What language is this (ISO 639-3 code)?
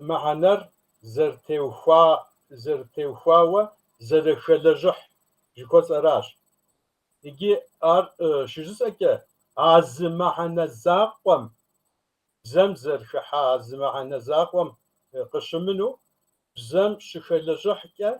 kbd